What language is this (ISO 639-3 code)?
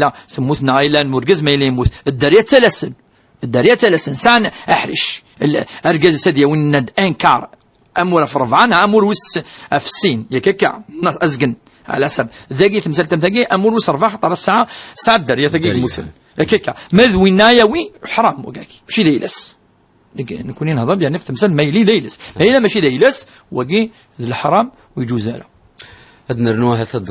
kab